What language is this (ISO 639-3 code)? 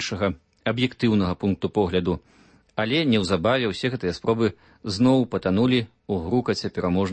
bel